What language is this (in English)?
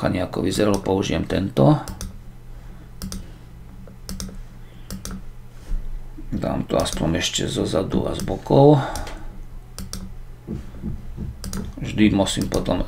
Slovak